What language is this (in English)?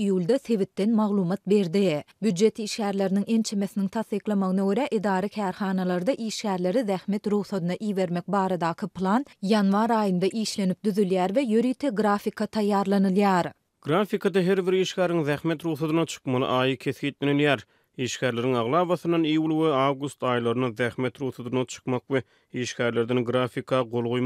Turkmen